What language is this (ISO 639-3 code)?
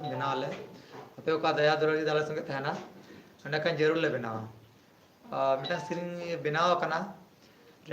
sat